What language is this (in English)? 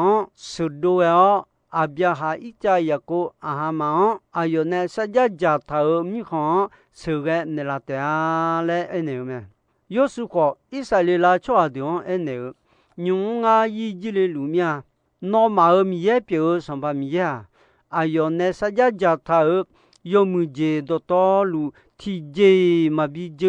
Akha